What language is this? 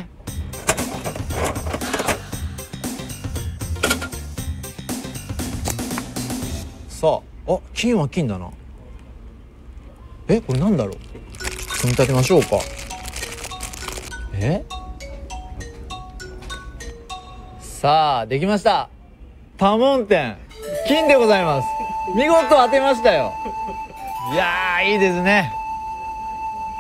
Japanese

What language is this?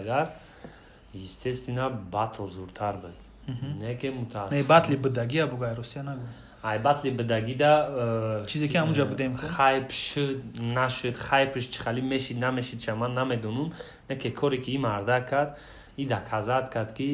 Tajik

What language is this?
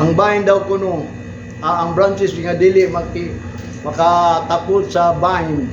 Cebuano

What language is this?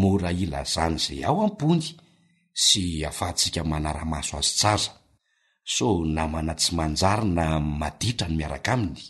Malagasy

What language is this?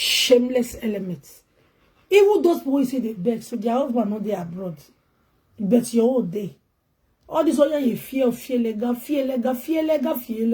Nigerian Pidgin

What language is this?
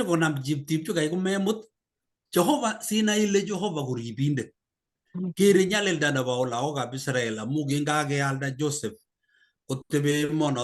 Kalenjin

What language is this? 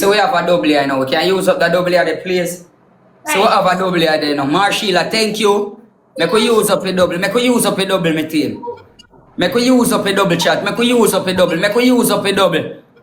Jamaican Creole English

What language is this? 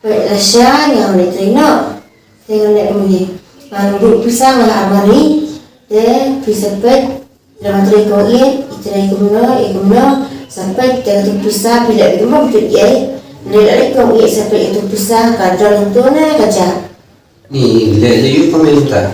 Khasi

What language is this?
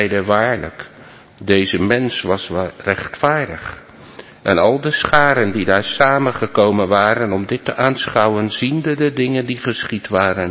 Dutch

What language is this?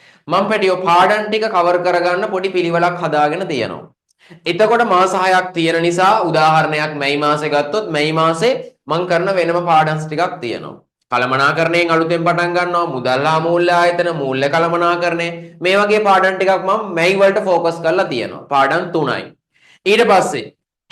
Sinhala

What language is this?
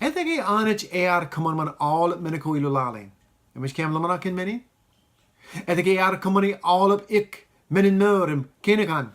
Marshallese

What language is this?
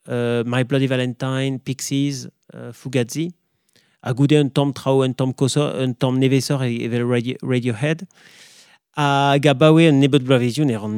Breton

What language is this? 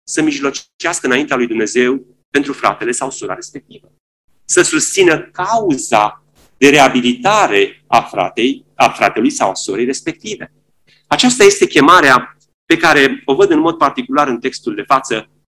Romanian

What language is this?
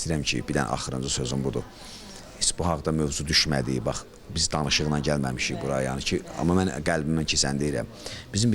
Azerbaijani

